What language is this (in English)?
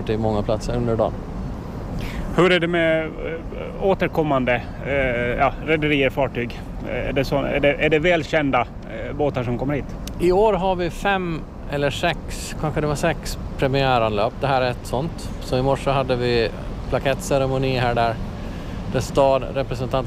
Swedish